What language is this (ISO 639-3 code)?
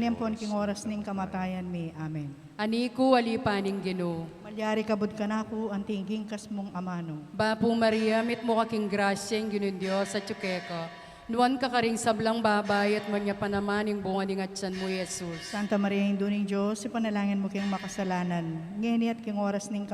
pam